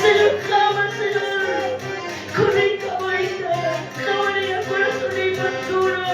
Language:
Quechua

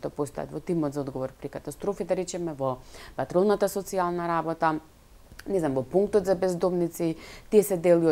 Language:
Macedonian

